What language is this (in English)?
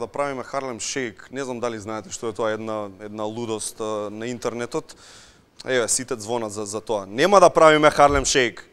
Macedonian